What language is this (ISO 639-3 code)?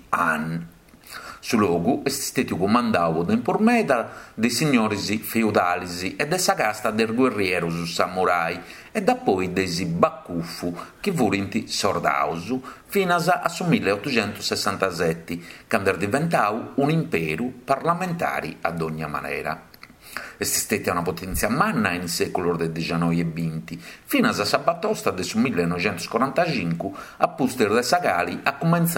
srd